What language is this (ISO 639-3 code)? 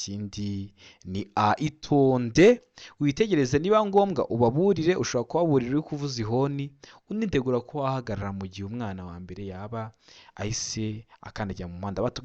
kin